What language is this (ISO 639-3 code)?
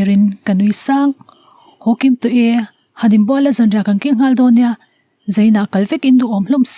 lus